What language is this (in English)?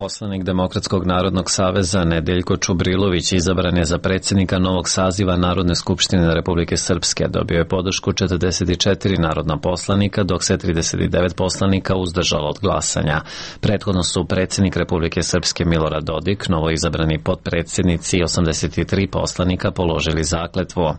Serbian